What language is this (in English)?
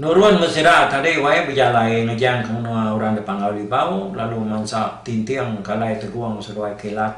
Iban